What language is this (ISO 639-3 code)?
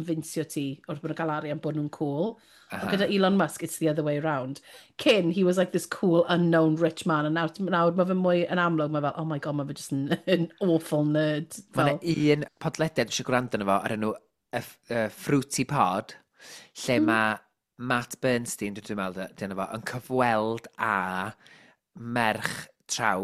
cym